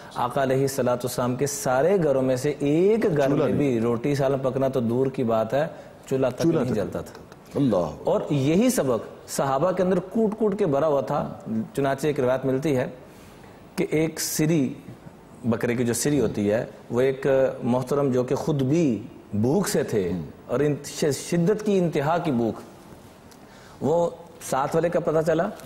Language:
Urdu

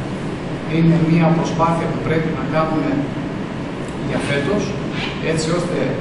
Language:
Greek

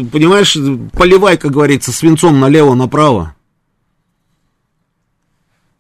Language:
Russian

